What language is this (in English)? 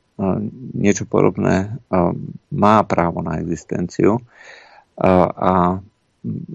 Slovak